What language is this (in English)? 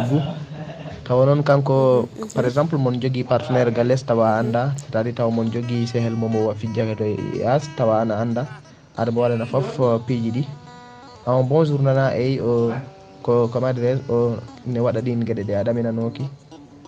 Fula